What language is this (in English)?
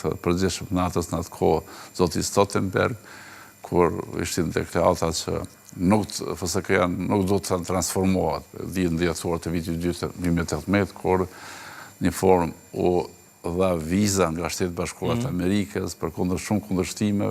Albanian